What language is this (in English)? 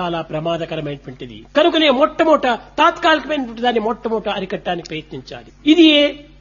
Telugu